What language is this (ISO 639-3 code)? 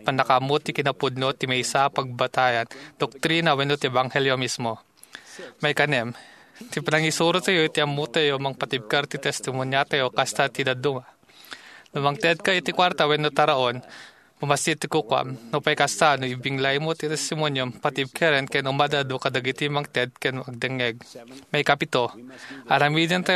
ilo